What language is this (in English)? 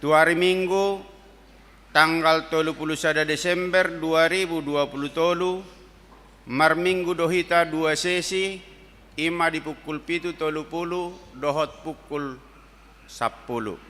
Batak Toba